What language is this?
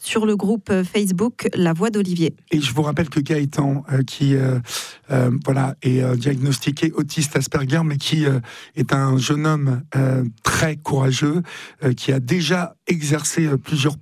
French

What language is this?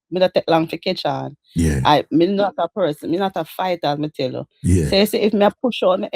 Jamaican Creole English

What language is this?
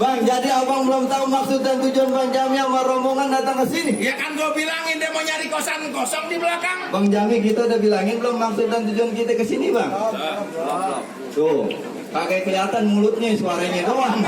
Betawi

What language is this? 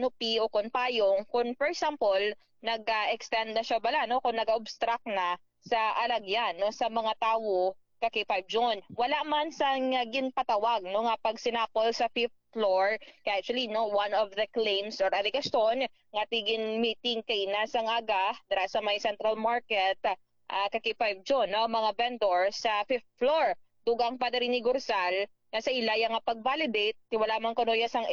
Hiligaynon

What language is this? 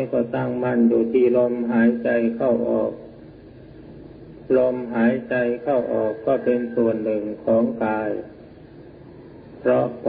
Thai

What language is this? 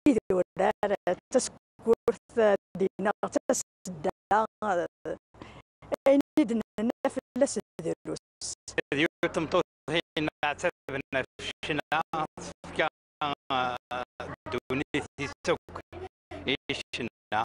Kabyle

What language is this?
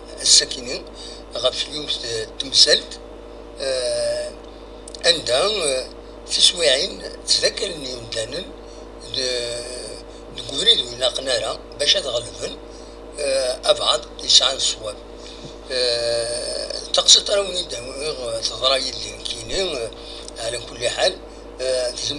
Kabyle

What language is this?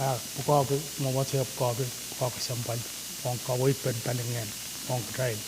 Pohnpeian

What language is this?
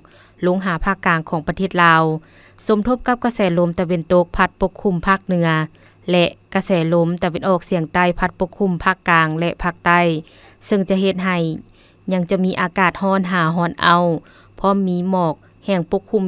Lao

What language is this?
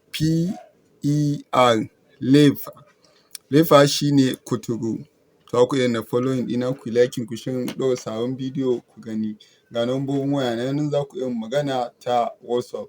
Hausa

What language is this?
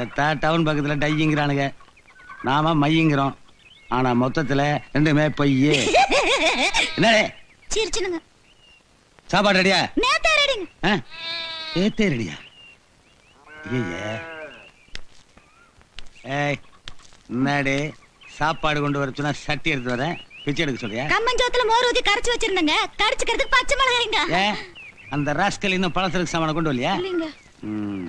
Tamil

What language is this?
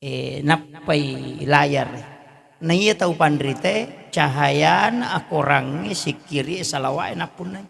Buginese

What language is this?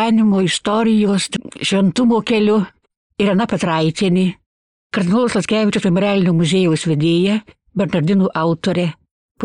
Lithuanian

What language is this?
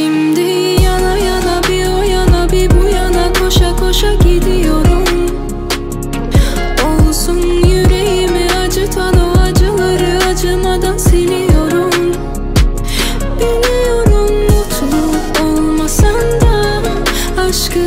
Turkish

